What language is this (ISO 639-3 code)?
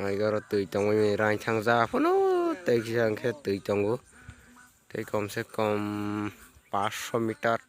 trp